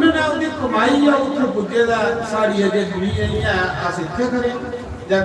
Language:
Dogri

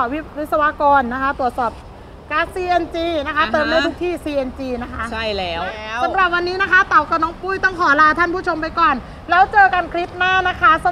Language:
Thai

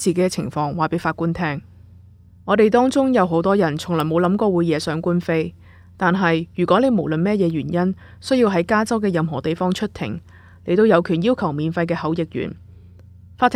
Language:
Cantonese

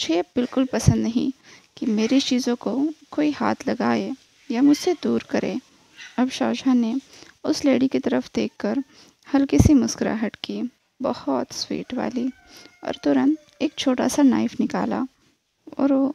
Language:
Hindi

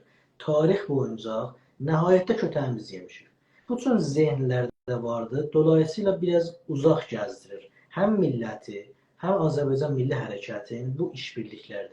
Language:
South Azerbaijani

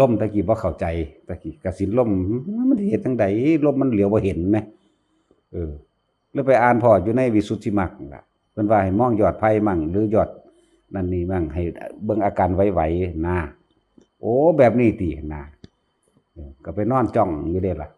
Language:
Northeastern Thai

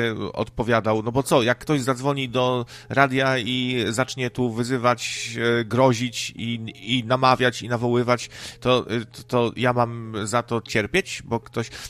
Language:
Polish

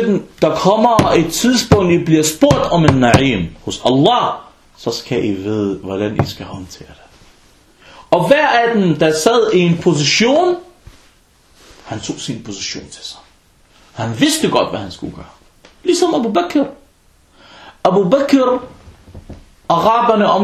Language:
Danish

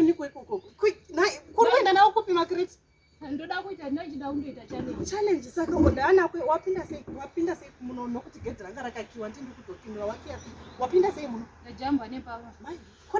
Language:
Shona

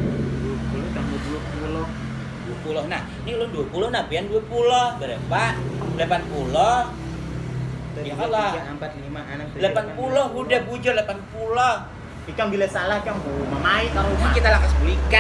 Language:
Banjar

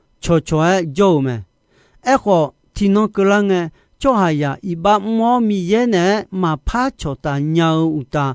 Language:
Akha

